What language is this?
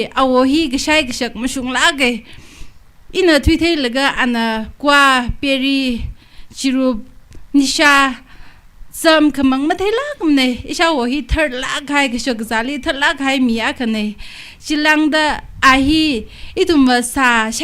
Tangkhul Naga (India)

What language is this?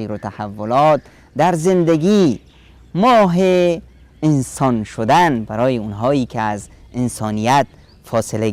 Persian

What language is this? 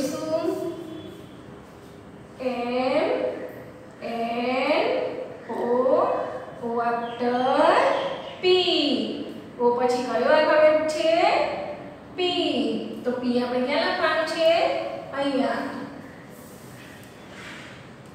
Gujarati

